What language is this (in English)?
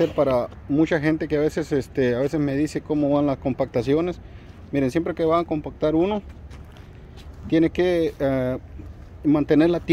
Spanish